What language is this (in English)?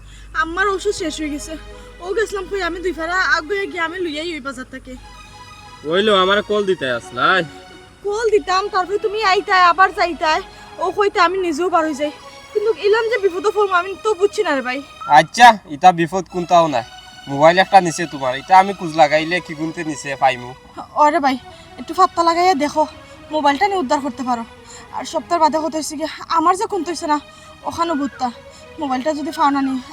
Sylheti